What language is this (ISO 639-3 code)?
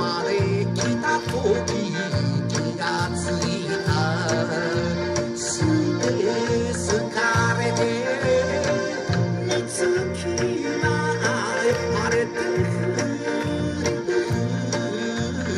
jpn